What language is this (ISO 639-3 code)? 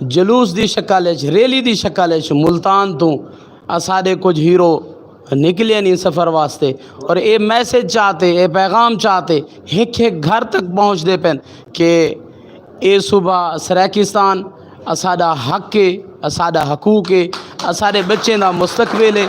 skr